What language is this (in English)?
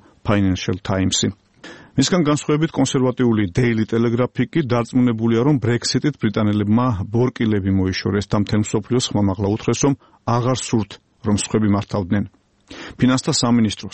Georgian